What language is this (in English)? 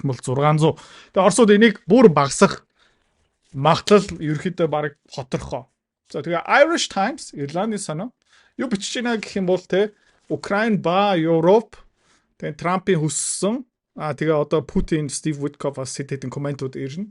Mongolian